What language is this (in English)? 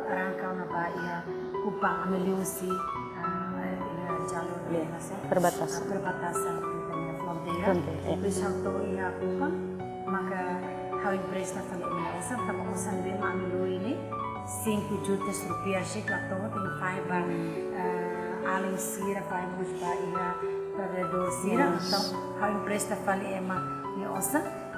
Tetum